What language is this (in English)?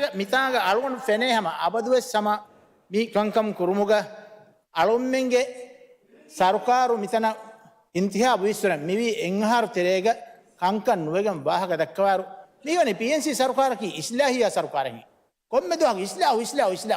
Divehi